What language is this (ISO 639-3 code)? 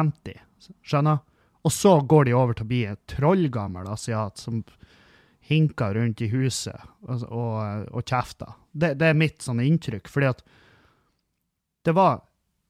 nor